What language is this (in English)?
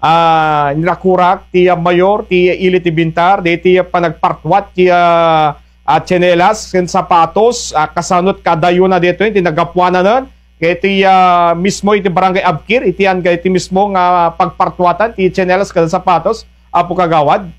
Iloko